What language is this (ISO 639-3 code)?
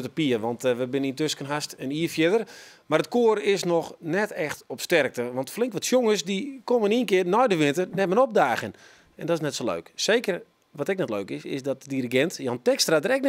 fry